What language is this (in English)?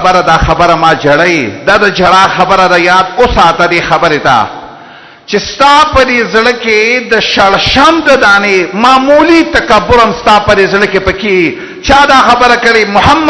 Pashto